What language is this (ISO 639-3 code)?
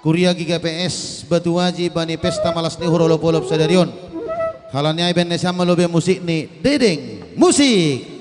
bts